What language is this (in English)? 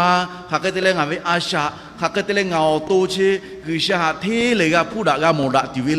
Lahu